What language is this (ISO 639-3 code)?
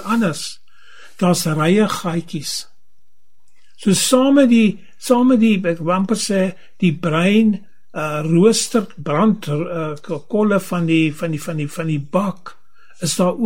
afr